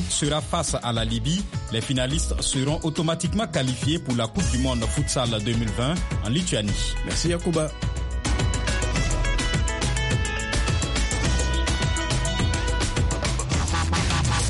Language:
French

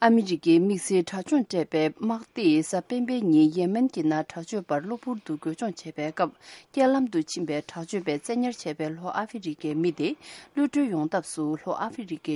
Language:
Tibetan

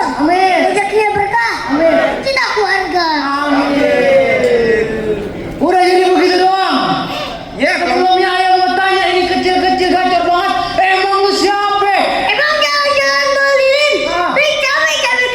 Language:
Betawi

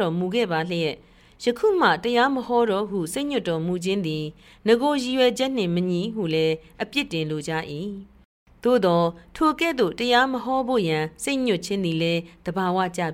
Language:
Burmese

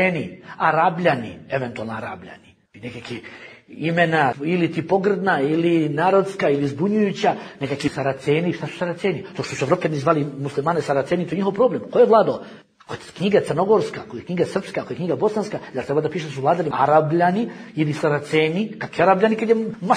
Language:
Bosnian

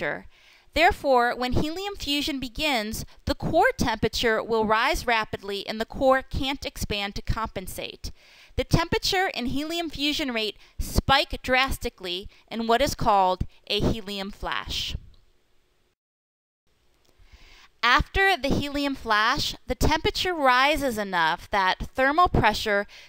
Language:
English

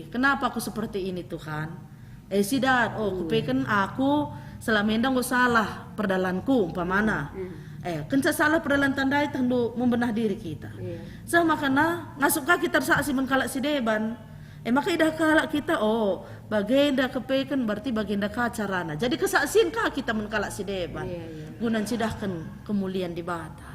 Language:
Batak Karo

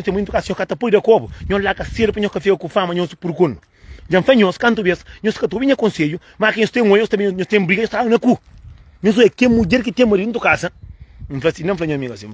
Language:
Kabuverdianu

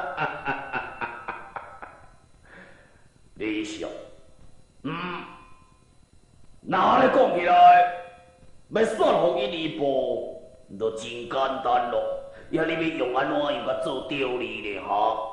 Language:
Min Nan Chinese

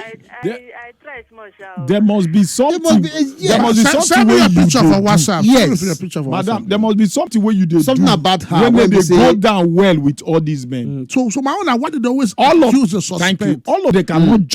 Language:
Nigerian Pidgin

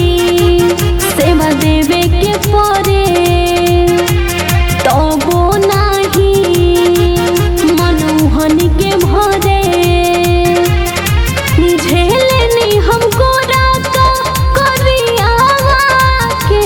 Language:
Bhojpuri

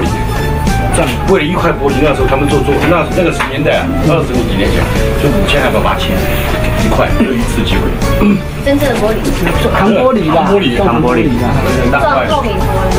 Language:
Chinese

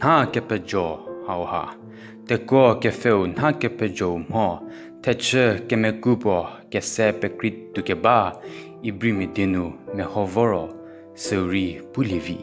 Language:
Angami Naga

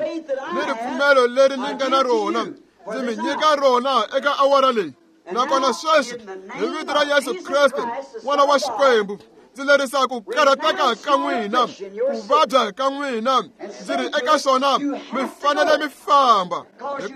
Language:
Tsonga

